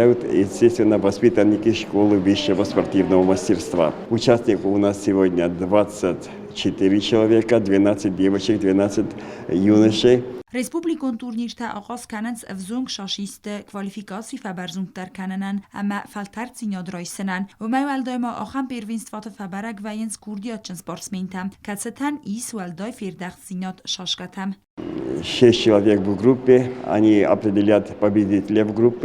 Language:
Ossetic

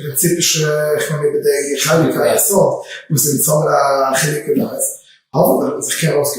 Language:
Yiddish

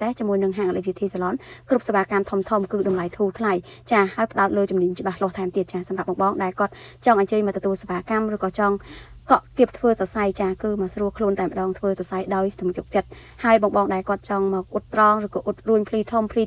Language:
Khmer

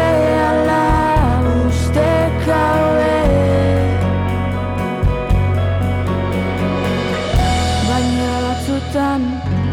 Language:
Basque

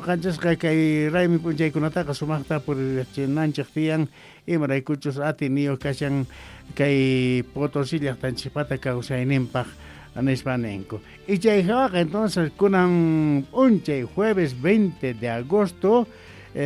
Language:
South Bolivian Quechua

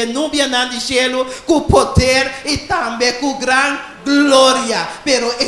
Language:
Papiamento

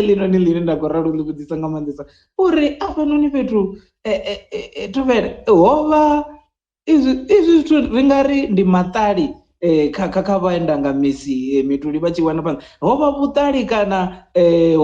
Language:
Venda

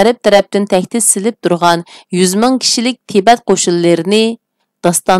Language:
Uyghur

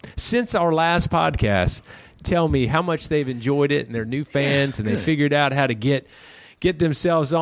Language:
English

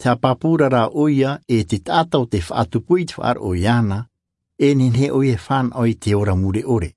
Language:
Tahitian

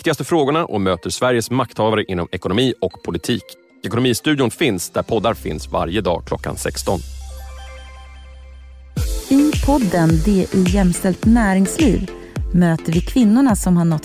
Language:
Swedish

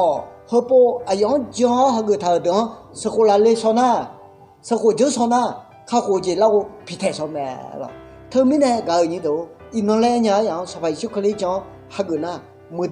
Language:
Akha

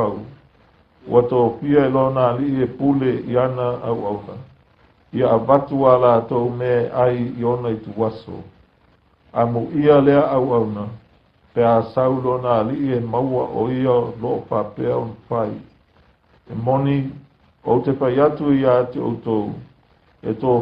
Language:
Samoan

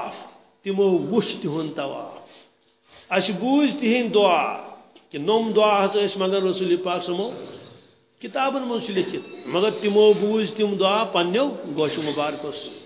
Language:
Kashmiri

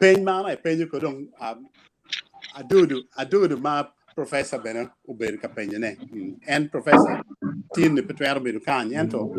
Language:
Acoli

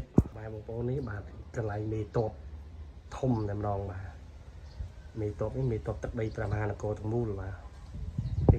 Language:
Khmer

